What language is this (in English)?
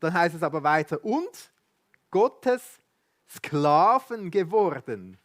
Swiss German